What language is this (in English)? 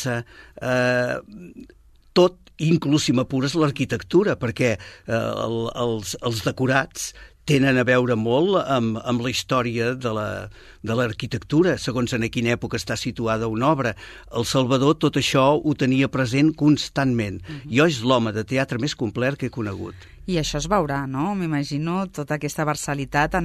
Catalan